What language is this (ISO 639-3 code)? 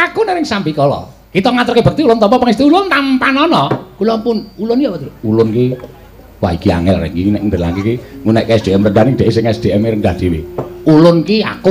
jav